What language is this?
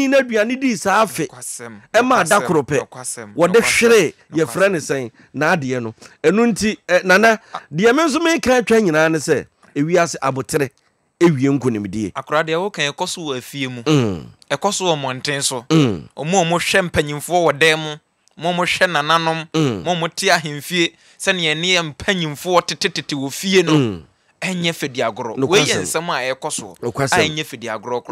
Akan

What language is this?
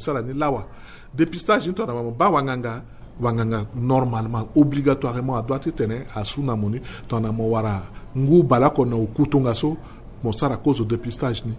Sango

